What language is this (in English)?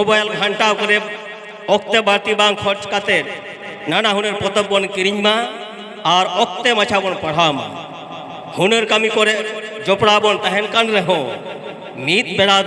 Santali